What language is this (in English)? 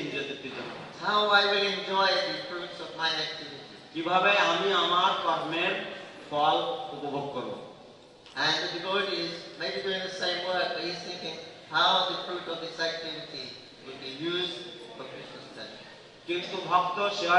Bangla